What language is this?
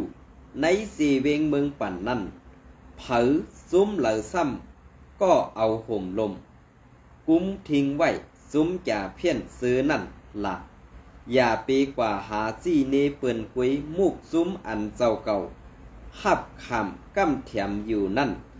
Shan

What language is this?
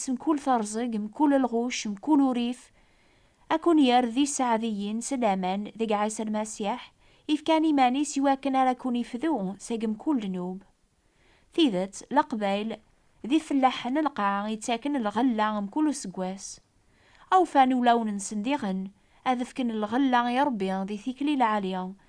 Kabyle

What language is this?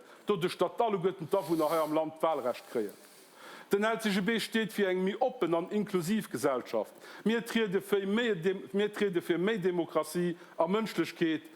Luxembourgish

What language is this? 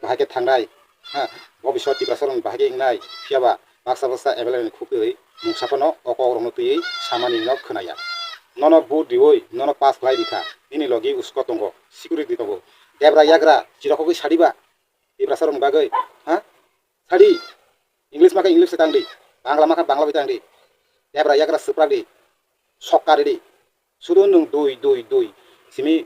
Kok Borok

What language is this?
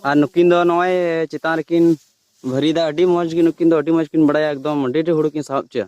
Santali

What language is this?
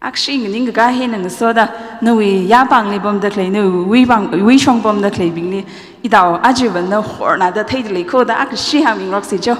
Tangkhul Naga (India)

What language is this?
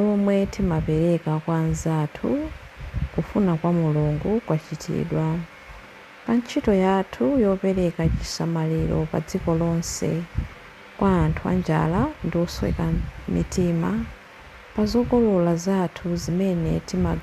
Nyanja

